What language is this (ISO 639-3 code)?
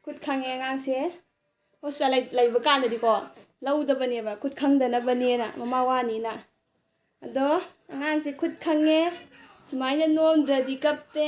mni